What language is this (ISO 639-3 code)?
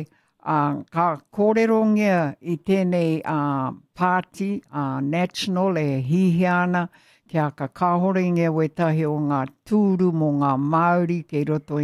mri